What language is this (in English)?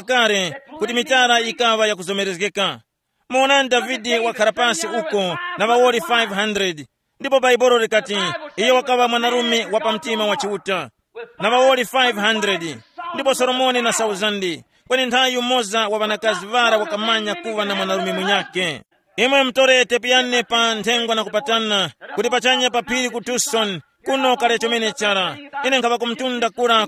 Tumbuka